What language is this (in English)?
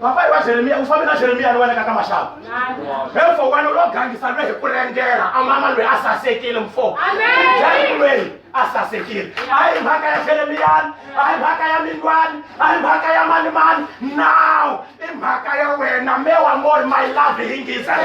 Tsonga